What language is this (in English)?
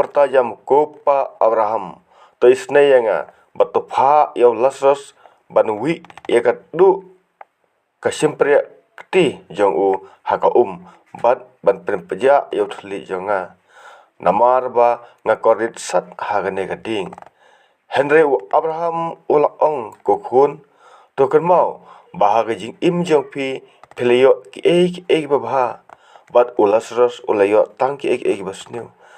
Khasi